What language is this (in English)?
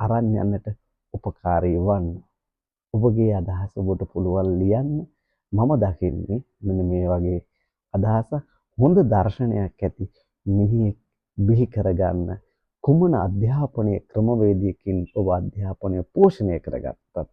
Sinhala